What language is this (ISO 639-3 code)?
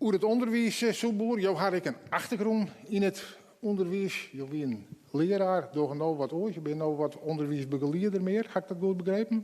fry